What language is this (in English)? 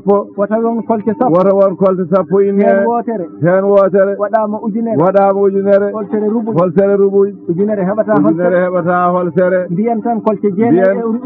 Fula